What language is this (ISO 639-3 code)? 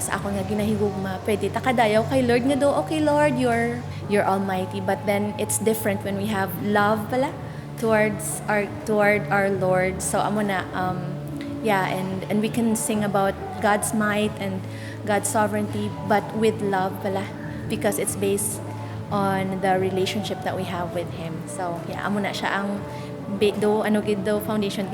hil